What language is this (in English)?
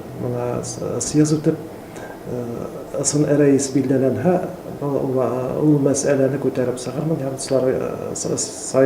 Bashkir